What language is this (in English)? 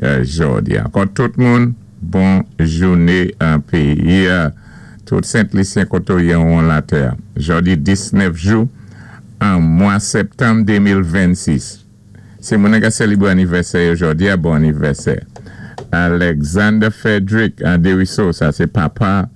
Saint Lucian Creole French